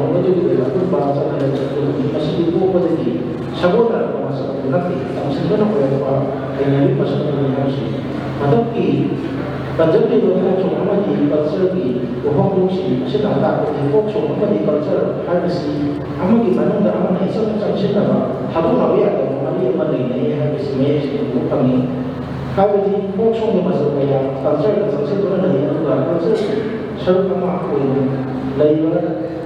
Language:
Manipuri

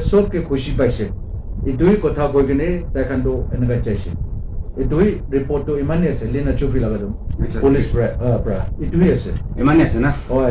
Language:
Naga Pidgin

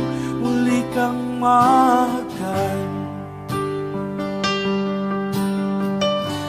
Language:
Filipino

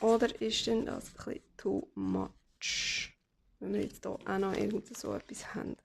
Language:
Swiss German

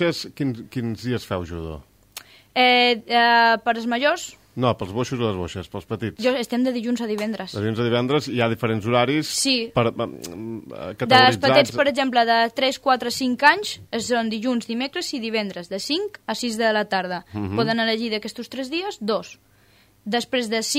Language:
Catalan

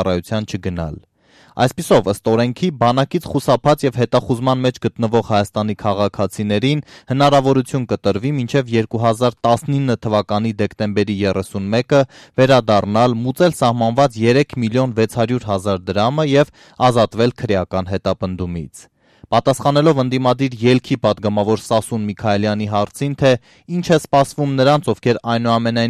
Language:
Armenian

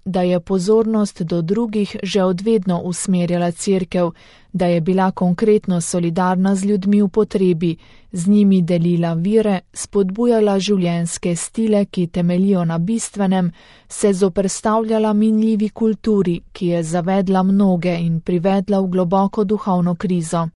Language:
Slovenian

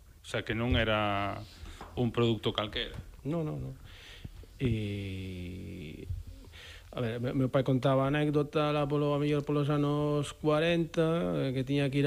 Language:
Galician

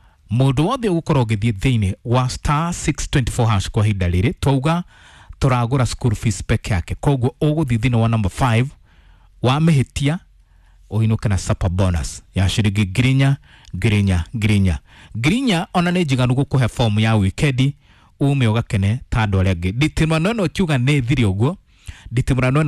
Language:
Kikuyu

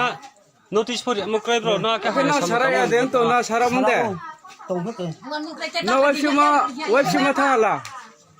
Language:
Riang (India)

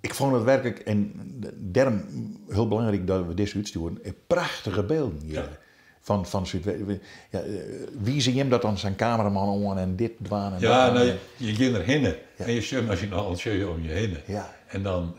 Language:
Western Frisian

